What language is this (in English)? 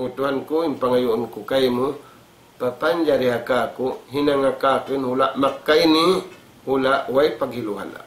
Tausug